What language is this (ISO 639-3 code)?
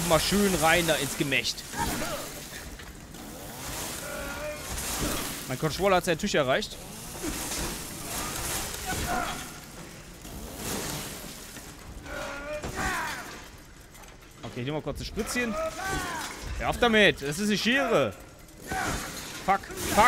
deu